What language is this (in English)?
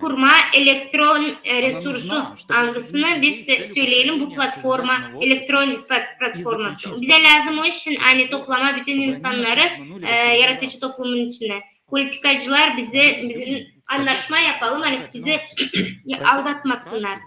Gagauz